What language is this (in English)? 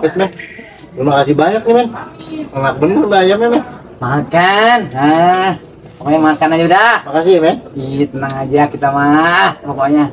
Betawi